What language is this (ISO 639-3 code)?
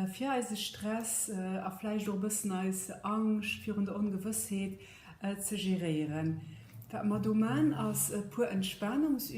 ltz